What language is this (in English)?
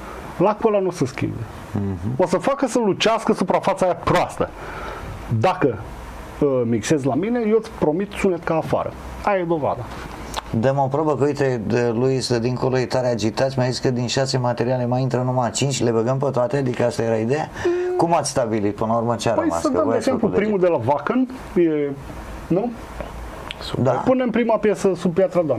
Romanian